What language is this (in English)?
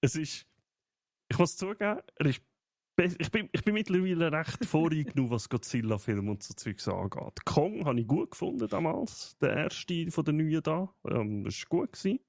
Swiss German